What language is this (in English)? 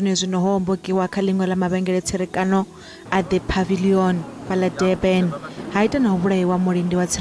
Venda